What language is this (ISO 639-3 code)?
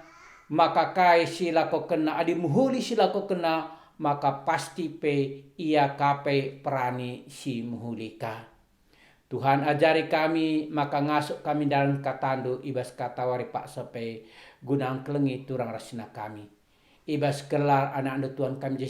btx